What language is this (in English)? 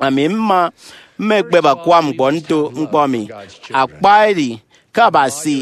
Efik